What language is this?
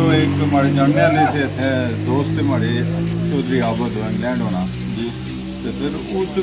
Pahari-Potwari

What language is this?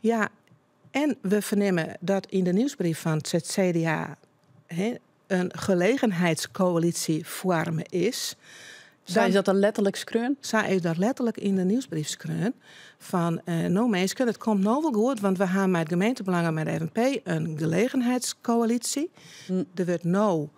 Western Frisian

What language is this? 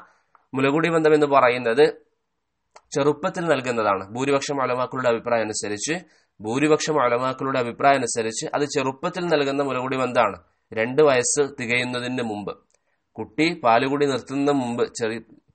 Malayalam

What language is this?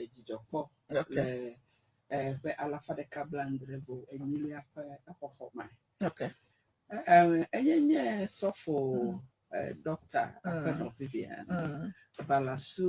Ewe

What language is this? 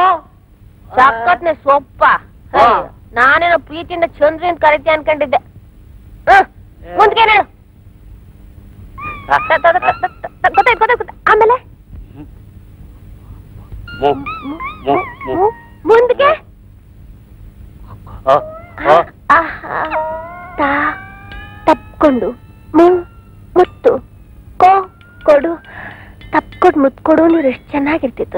Kannada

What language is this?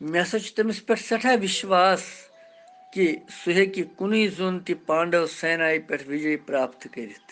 Kashmiri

